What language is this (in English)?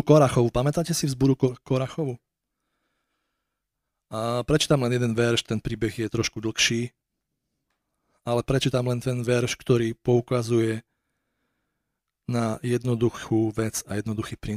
Slovak